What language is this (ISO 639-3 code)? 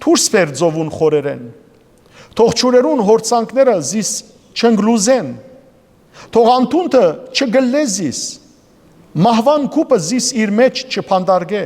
hyw